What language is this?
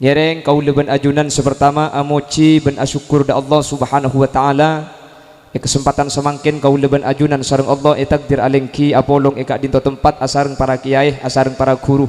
Madurese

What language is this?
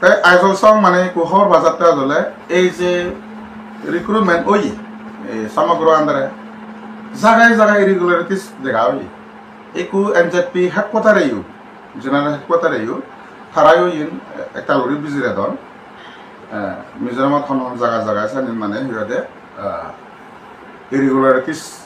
Chakma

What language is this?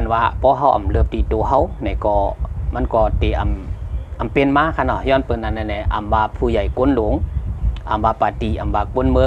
Shan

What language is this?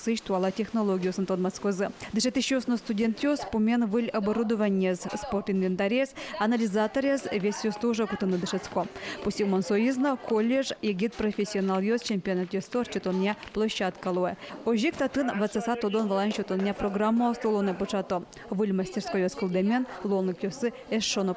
Udmurt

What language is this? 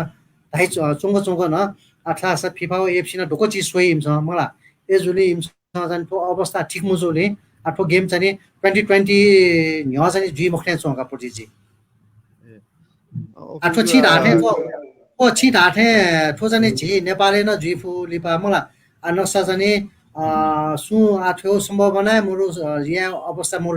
Newari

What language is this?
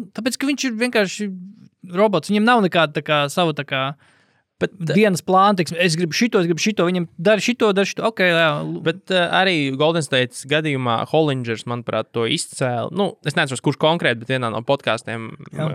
Latvian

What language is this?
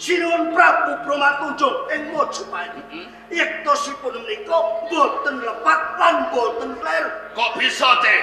Javanese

